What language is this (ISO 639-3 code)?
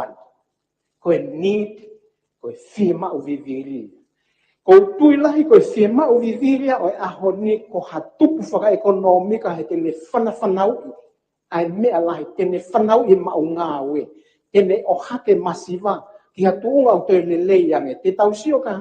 ton